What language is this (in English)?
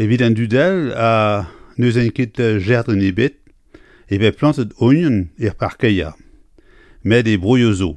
Breton